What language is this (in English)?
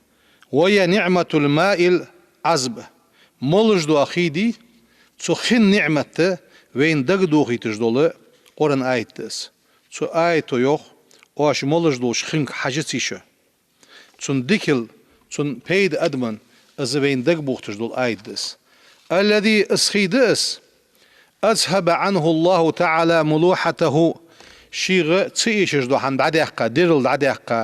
Ingush